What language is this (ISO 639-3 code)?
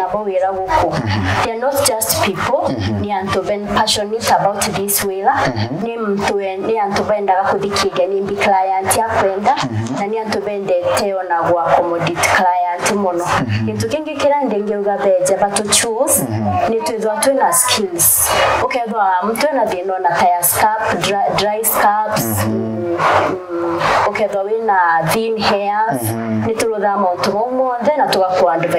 mer